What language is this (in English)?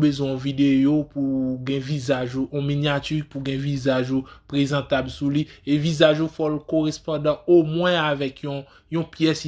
Haitian Creole